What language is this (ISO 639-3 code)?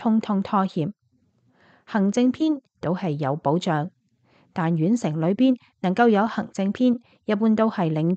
yue